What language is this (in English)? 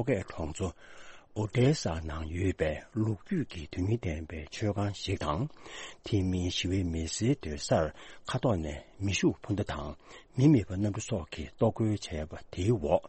Tibetan